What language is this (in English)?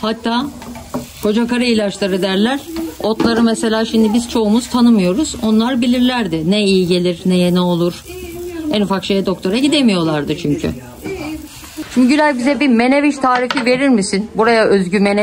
Turkish